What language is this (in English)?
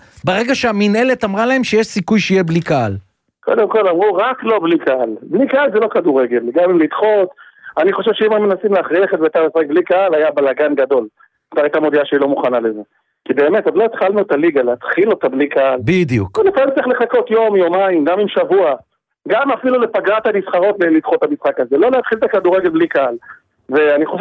Hebrew